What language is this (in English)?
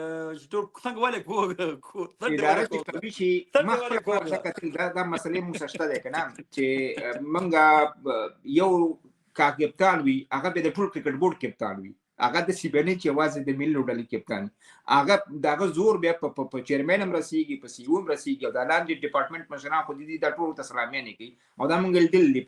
Pashto